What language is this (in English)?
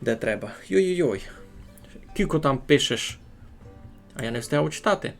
Rusyn